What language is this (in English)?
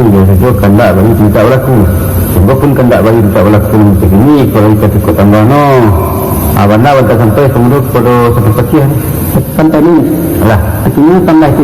Minangkabau